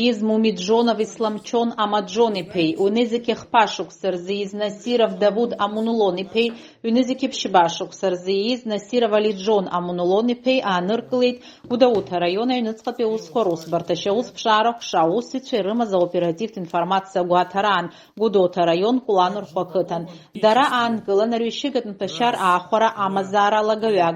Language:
Abkhazian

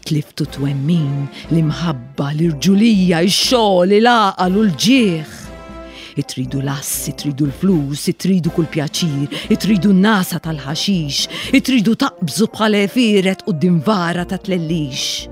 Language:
Maltese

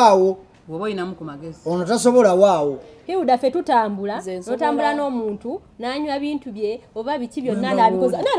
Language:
Ganda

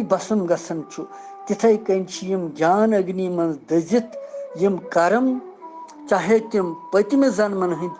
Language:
Kashmiri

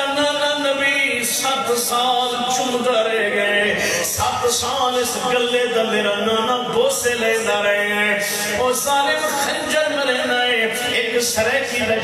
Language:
Saraiki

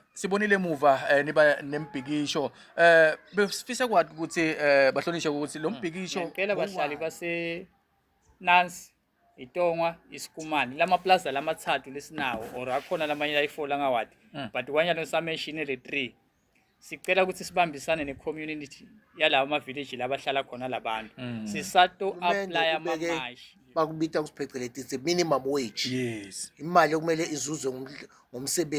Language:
Zulu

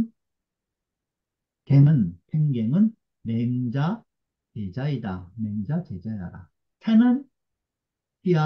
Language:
Korean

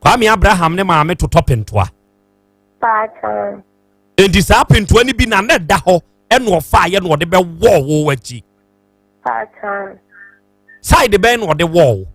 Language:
Akan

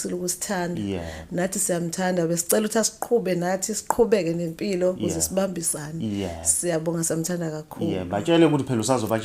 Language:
Zulu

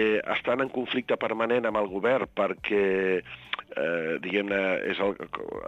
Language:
Catalan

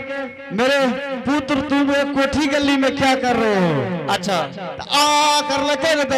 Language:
Angika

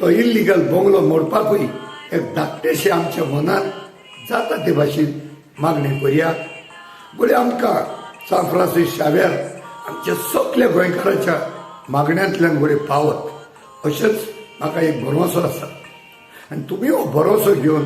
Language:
Konkani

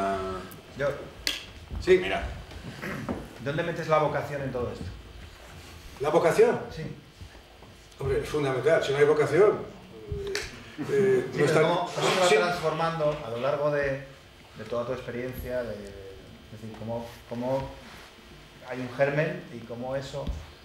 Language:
Spanish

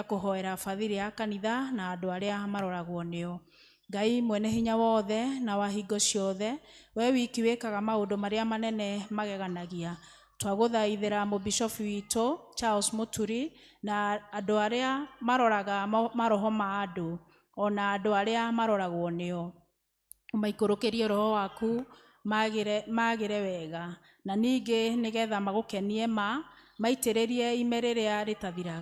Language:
Kikuyu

